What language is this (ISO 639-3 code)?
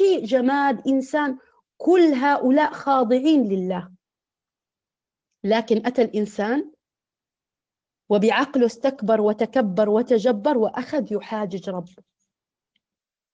ara